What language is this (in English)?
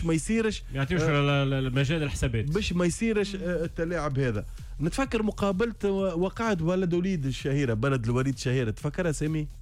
Tunisian Arabic